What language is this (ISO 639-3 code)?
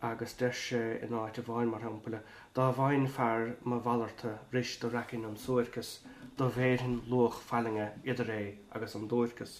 gle